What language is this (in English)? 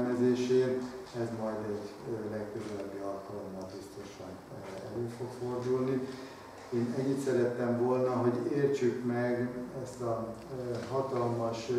Hungarian